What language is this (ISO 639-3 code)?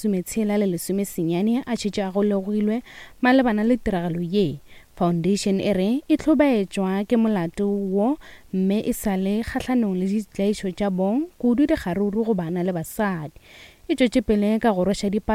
nso